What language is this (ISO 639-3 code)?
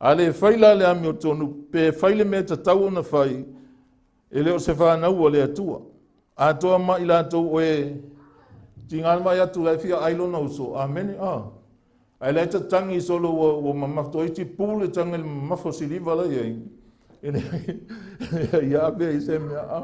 smo